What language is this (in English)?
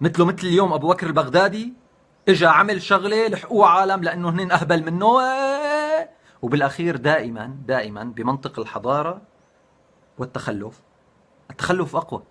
North Levantine Arabic